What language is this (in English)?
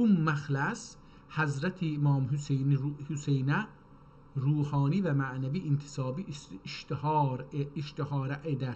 South Azerbaijani